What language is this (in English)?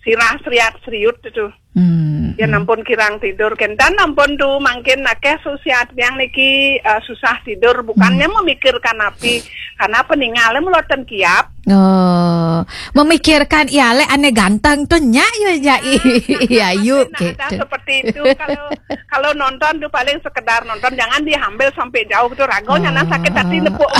Balinese